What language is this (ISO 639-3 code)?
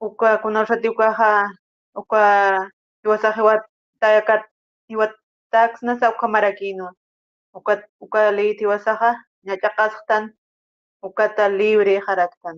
aym